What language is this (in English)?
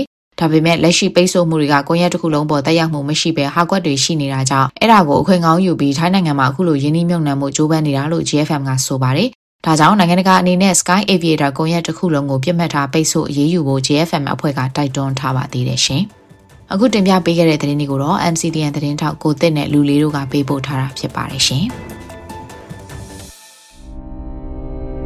Burmese